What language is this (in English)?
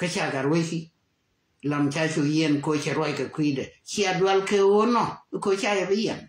Nuer